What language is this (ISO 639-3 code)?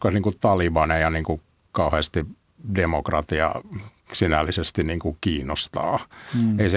fin